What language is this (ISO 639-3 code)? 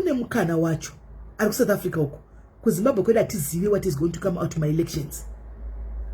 sna